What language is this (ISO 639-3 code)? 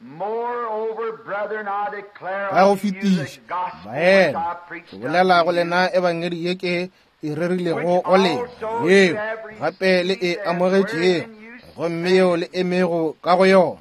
nso